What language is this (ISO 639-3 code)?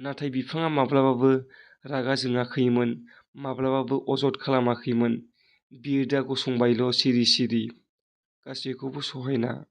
brx